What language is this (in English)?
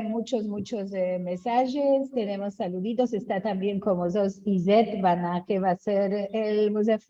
Ladino